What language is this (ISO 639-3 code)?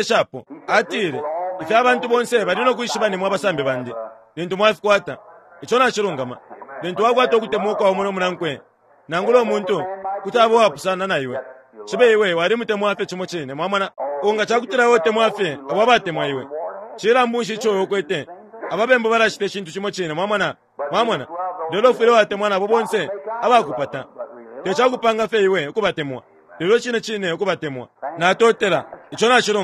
bem